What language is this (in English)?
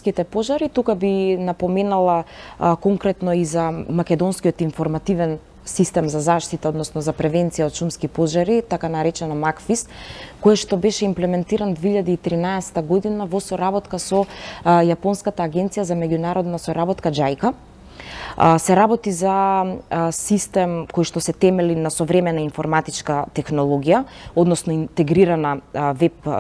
Macedonian